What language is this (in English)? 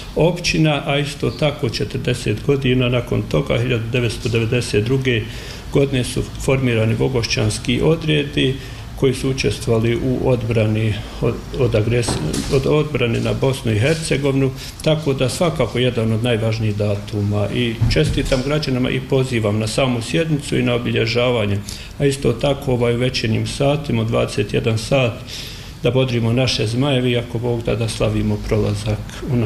Bosnian